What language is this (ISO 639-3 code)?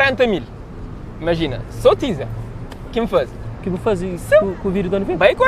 kea